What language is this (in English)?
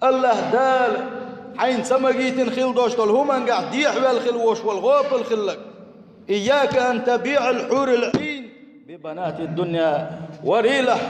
Chechen